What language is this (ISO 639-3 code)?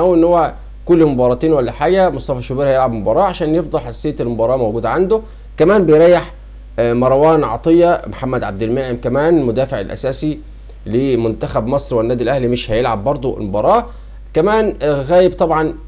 arz